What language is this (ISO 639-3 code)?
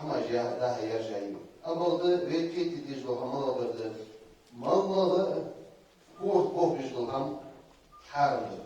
inh